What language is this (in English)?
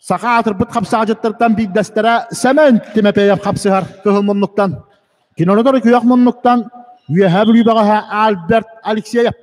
Yakut